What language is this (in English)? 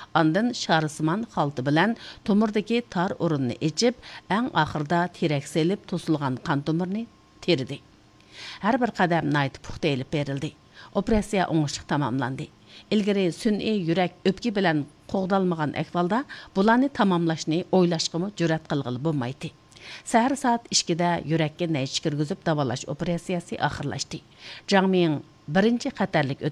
Uyghur